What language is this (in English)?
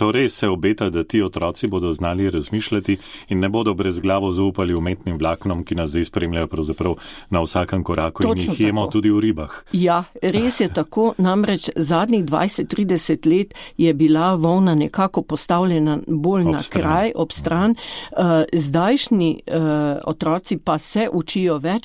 Slovenian